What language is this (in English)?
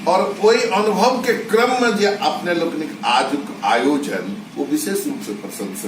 Maithili